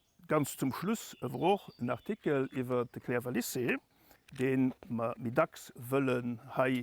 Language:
Luxembourgish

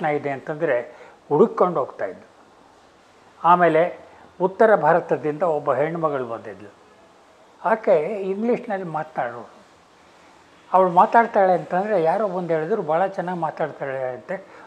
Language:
Kannada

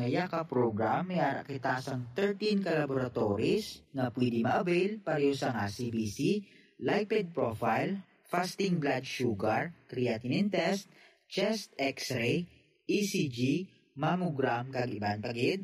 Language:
Hiligaynon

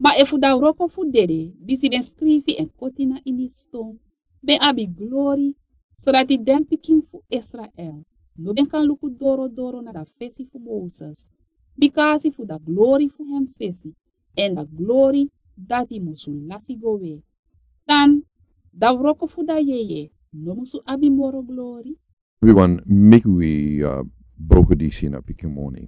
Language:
Sranan Tongo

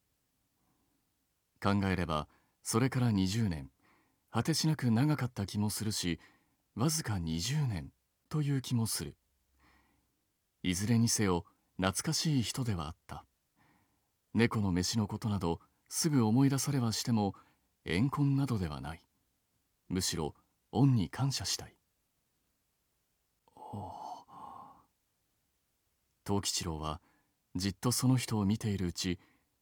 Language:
Japanese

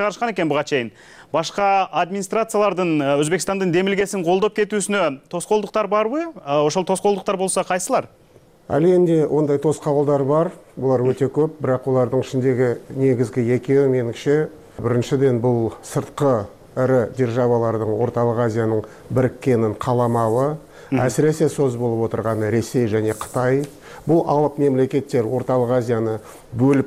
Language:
Kyrgyz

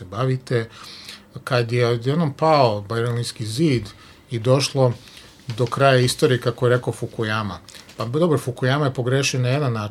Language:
Serbian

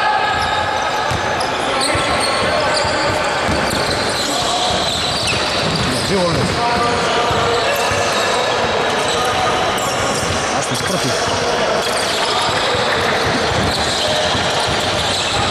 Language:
Greek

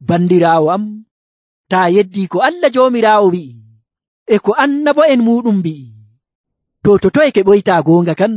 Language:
Nigerian Fulfulde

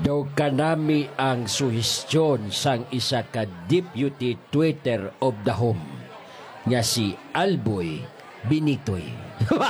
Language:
Hiligaynon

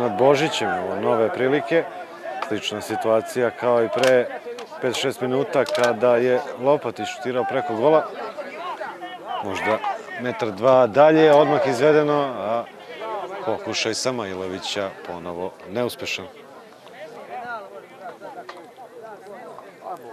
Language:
Serbian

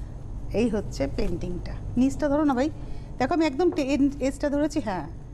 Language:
Bangla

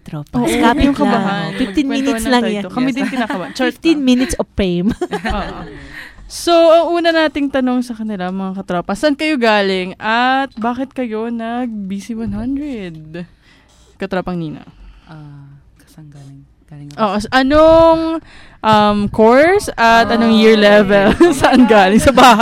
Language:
Filipino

